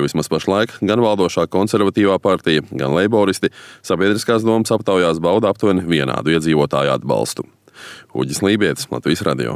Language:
Latvian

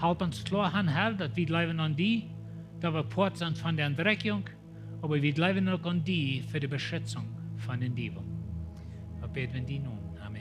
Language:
Plautdietsch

